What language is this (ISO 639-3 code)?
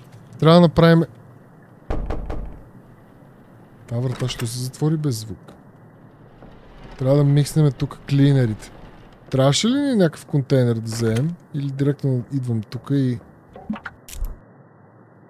bul